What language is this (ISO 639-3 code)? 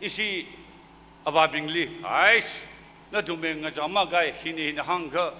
nmf